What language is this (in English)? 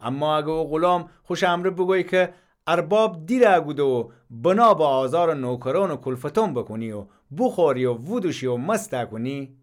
Gilaki